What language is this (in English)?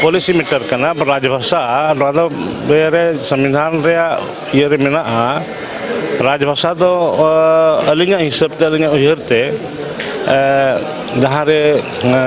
Santali